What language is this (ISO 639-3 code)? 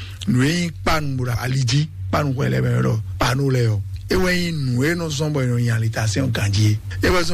fon